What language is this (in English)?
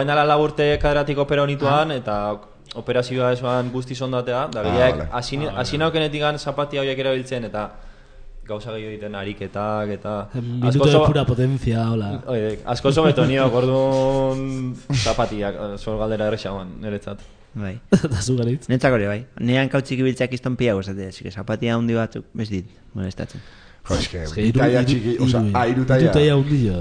Basque